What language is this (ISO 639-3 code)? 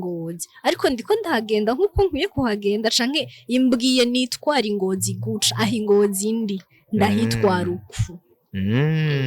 run